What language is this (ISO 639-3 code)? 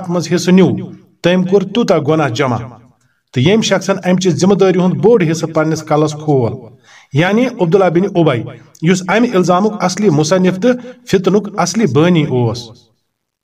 kas